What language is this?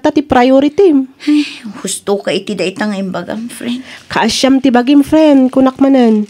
Iloko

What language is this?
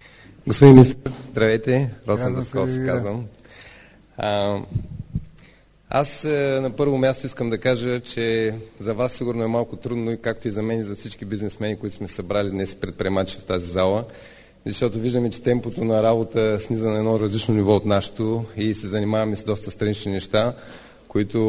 Bulgarian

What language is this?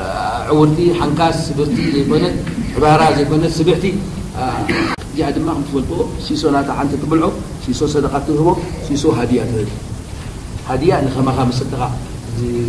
Tigrinya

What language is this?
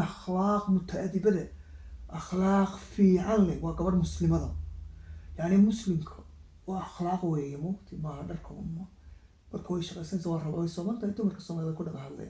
Somali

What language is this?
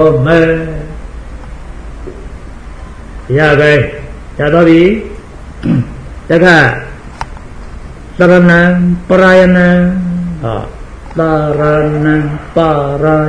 Burmese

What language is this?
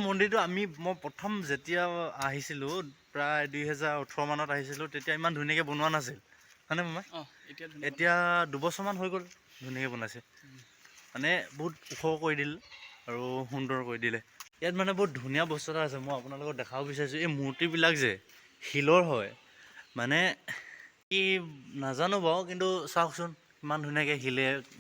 Assamese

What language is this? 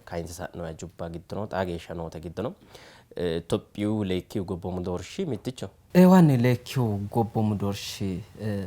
Sidamo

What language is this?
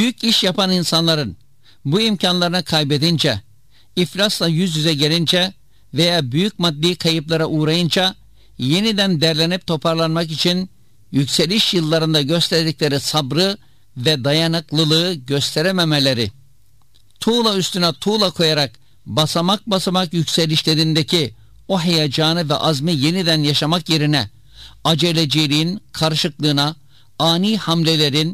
Turkish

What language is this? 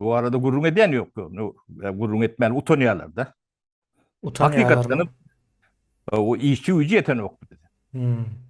Turkmen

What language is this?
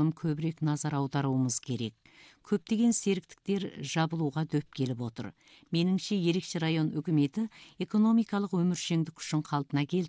Kazakh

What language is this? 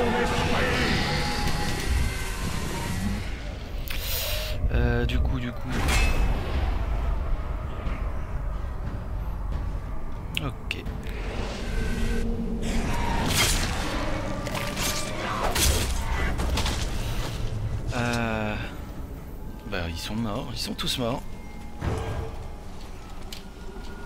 French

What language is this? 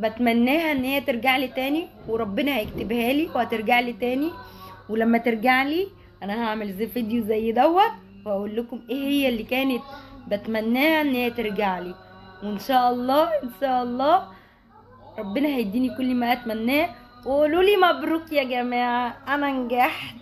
Egyptian Arabic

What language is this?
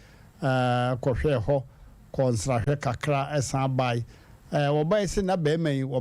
Akan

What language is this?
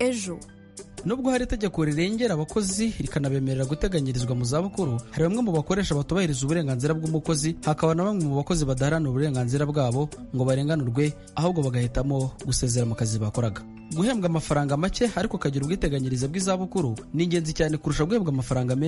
Kinyarwanda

